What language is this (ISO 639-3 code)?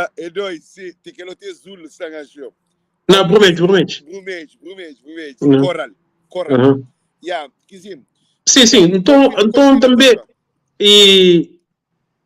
kea